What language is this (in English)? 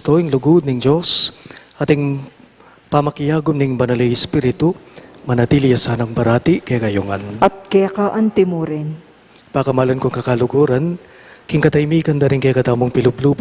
Pampanga